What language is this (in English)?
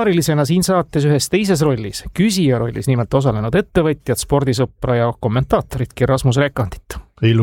Estonian